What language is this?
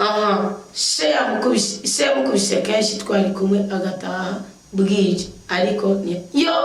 Rundi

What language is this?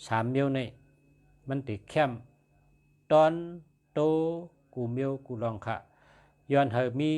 Shan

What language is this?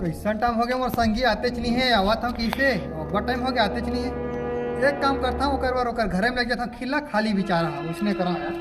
Chhattisgarhi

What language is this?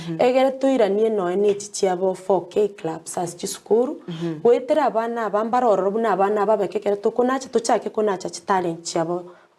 Gusii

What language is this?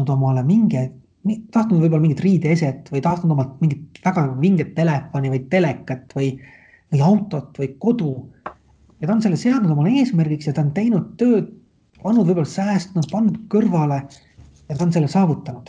Estonian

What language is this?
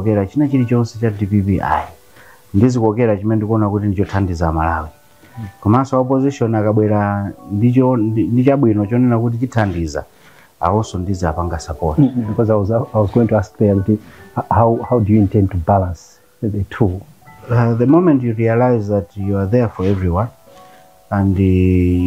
Nyanja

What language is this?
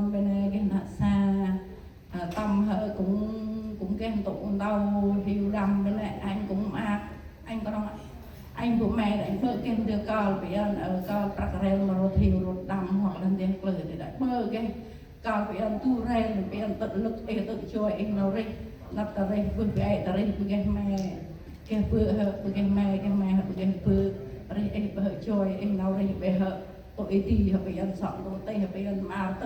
Central Mnong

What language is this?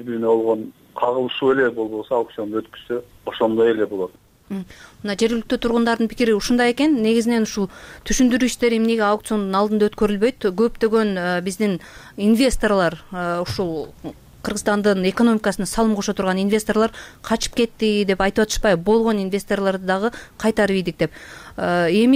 Kyrgyz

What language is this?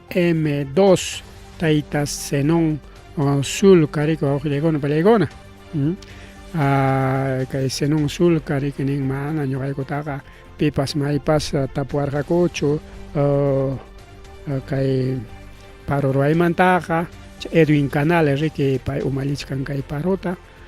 Ayacucho Quechua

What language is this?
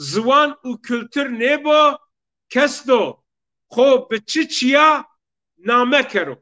Zaza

